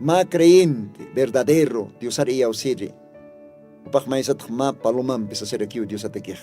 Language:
Aymara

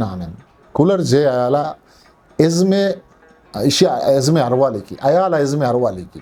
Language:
Eastern Balochi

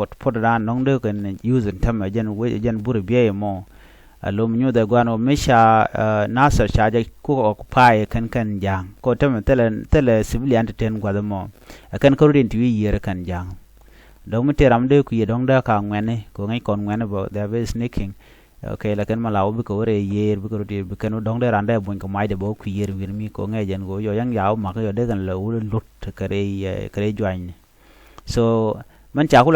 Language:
Nuer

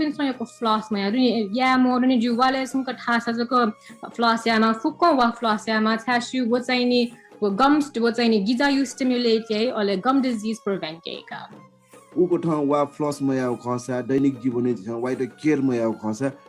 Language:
Newari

